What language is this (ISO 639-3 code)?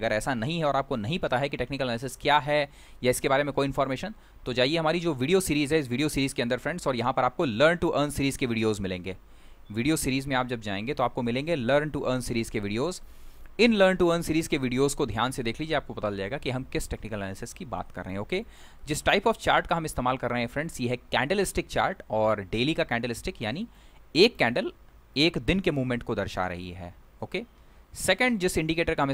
hin